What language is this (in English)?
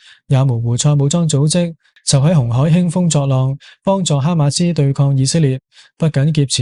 Cantonese